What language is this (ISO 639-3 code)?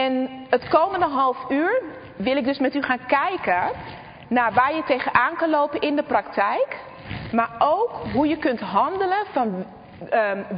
nld